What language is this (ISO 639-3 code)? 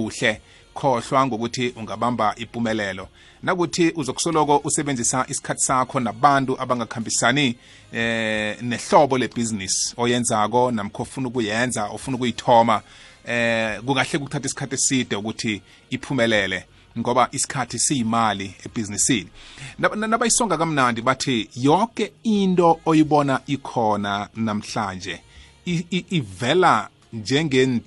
nbl